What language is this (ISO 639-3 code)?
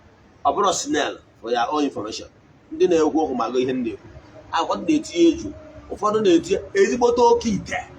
ibo